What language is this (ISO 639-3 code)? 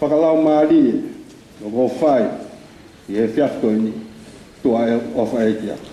ton